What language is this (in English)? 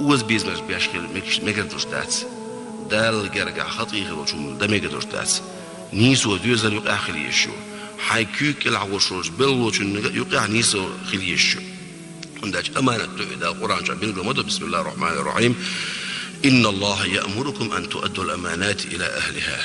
Chechen